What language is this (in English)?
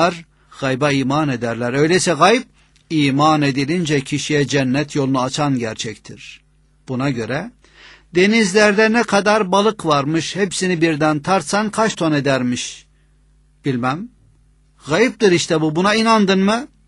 Turkish